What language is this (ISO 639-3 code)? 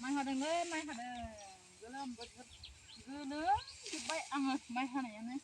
brx